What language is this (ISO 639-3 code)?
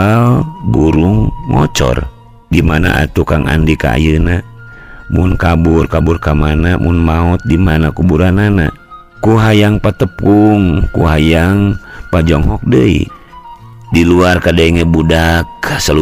sun